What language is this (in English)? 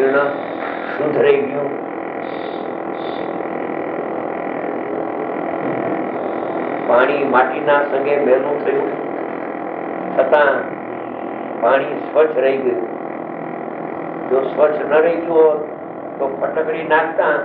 Gujarati